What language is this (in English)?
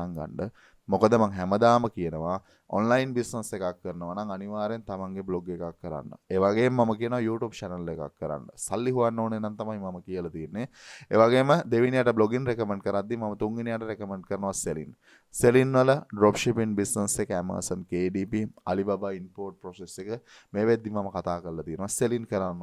Sinhala